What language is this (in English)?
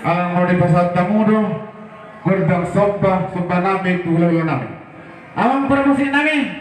Batak Toba